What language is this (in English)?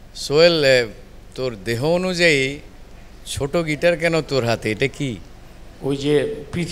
Bangla